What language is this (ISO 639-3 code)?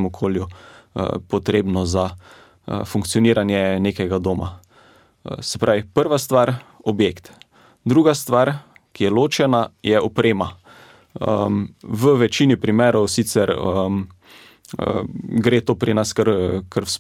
slv